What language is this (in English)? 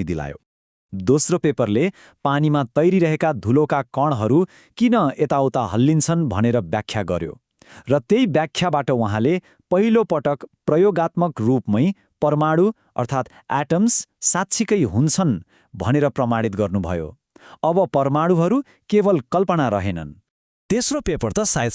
Nepali